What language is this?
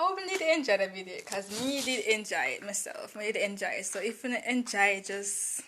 Jamaican Creole English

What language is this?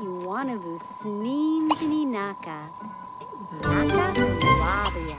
Bavarian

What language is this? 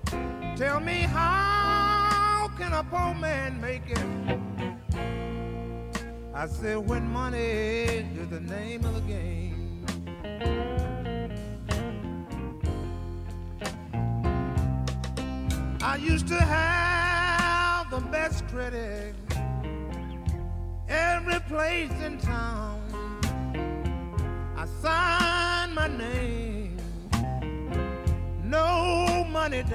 English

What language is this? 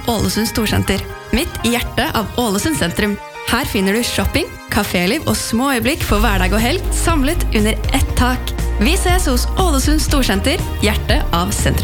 Norwegian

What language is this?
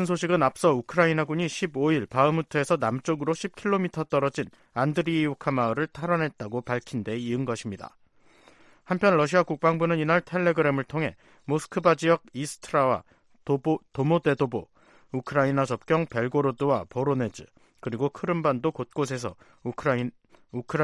Korean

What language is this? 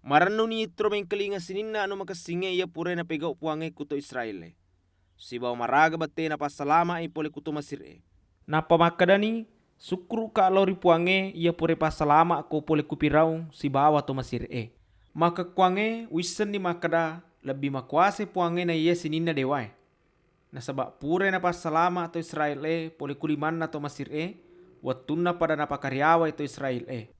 Buginese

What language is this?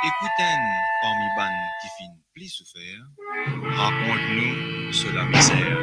Morisyen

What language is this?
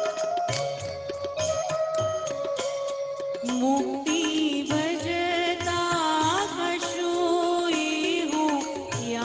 Gujarati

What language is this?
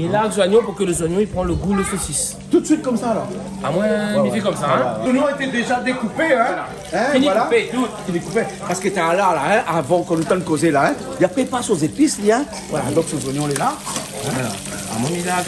Réunion Creole French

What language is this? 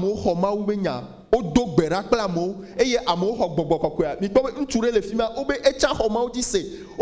Ewe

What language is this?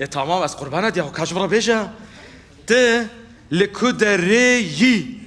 Kurdish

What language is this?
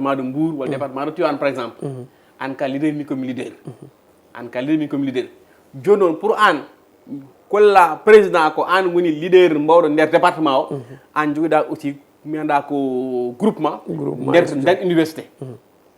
Fula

